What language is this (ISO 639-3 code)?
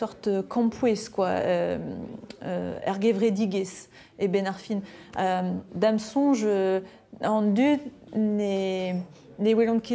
bre